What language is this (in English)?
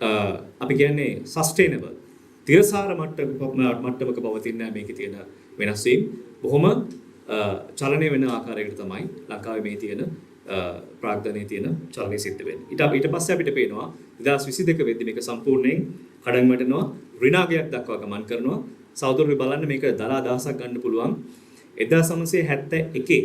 Sinhala